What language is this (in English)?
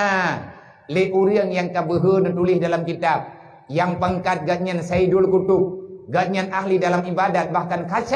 Achinese